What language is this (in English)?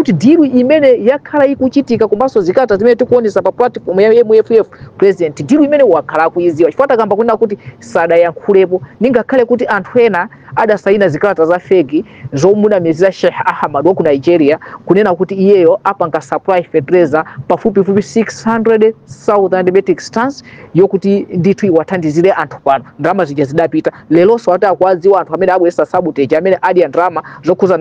Nyanja